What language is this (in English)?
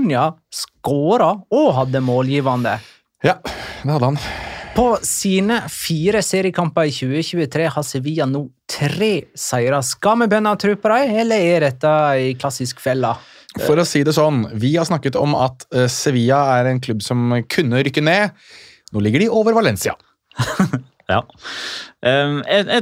Norwegian